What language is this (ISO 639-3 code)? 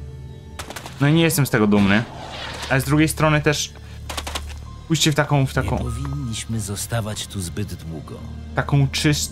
pol